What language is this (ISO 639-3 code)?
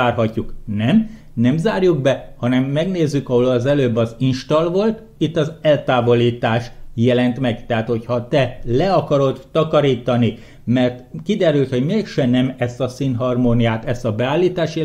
hun